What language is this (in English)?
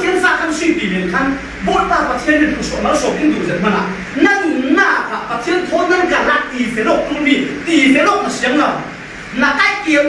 Falam Chin